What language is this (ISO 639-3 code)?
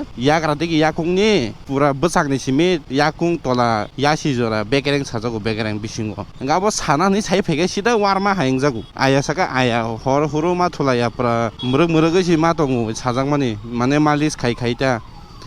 trp